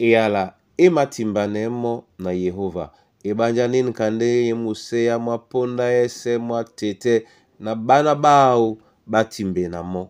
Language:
Duala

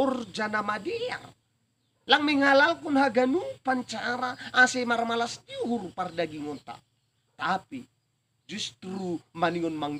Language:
Batak Simalungun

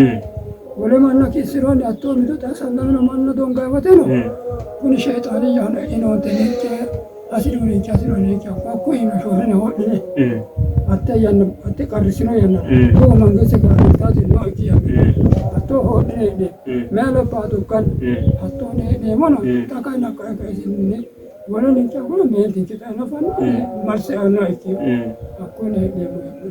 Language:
Sidamo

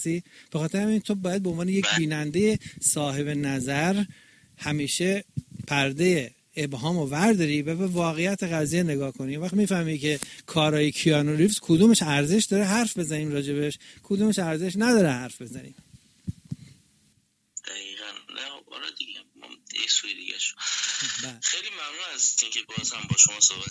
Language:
Persian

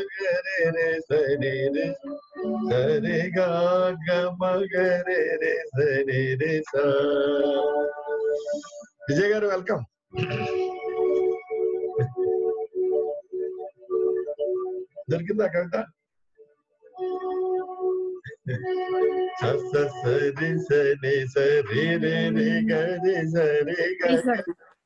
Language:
Telugu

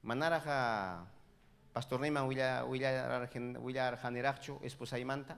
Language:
Ayacucho Quechua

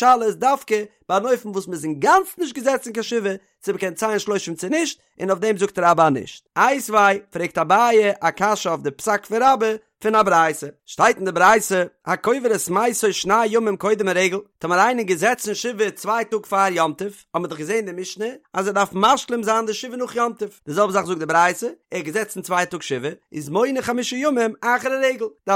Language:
Yiddish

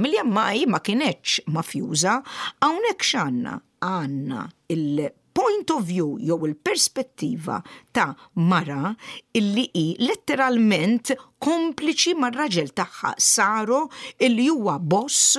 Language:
Maltese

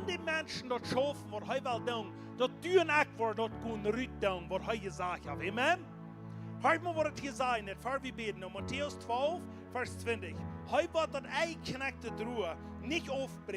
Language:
Plautdietsch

